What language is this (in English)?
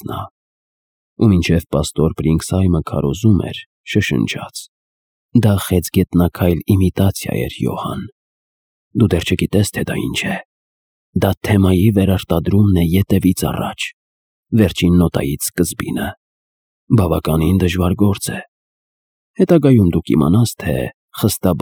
Armenian